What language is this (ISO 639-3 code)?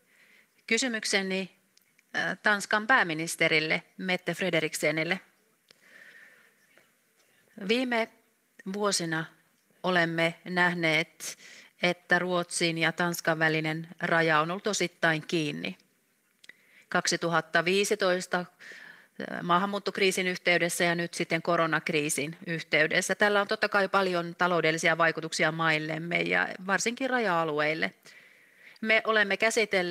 fin